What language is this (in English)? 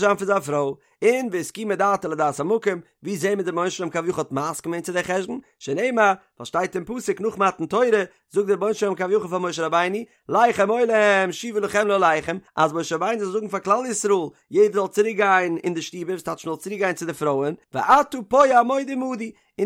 Yiddish